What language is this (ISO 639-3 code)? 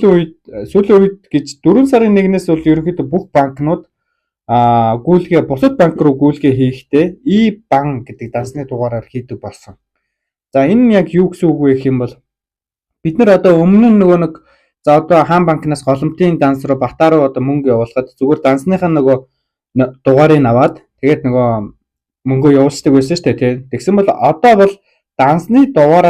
mon